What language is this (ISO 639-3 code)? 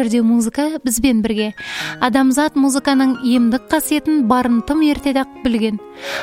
kaz